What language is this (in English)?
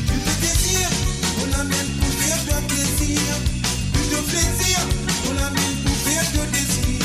Morisyen